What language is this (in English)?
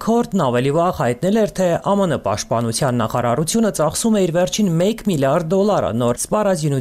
Armenian